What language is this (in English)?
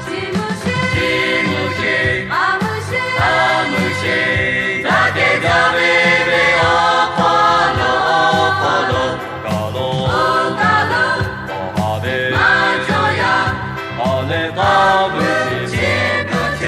Lahu